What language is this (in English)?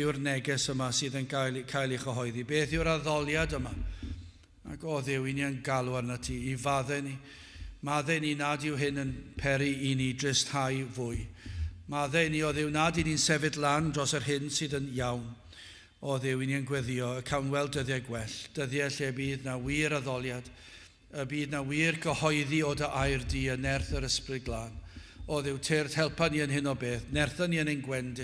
Welsh